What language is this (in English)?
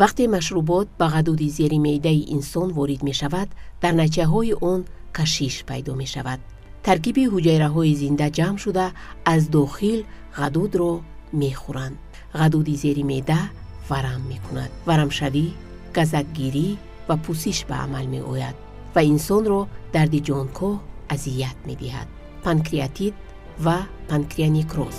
Tajik